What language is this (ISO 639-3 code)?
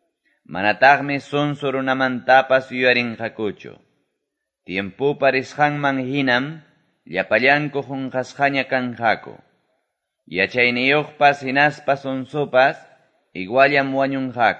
que